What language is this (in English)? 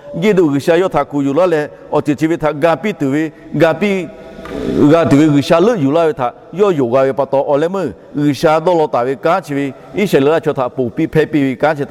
Lahu